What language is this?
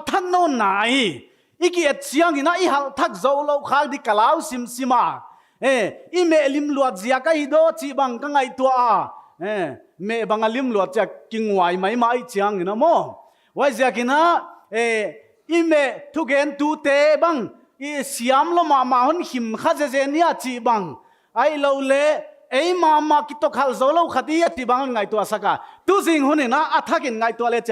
Paite Chin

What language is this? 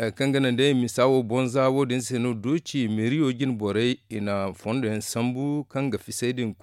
Zarma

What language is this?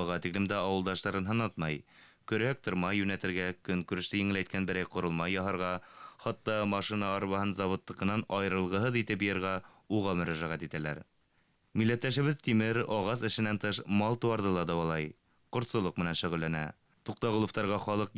Bashkir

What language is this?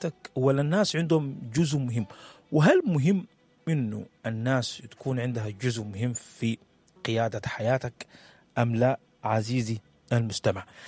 Sudanese Arabic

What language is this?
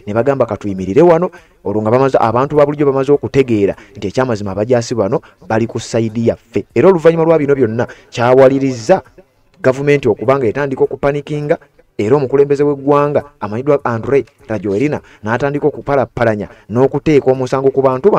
Ganda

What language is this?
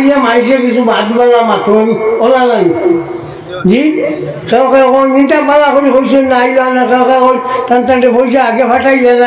Sylheti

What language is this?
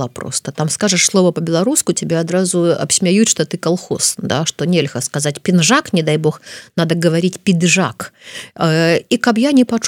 Belarusian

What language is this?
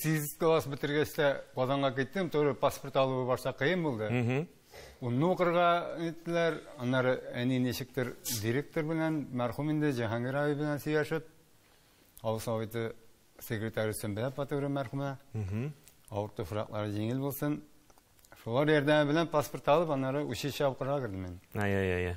Tatar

